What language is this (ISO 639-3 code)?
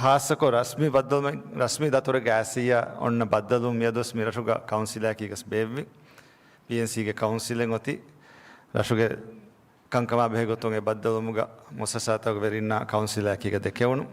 div